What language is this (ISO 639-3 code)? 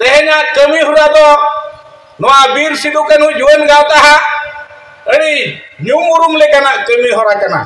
sat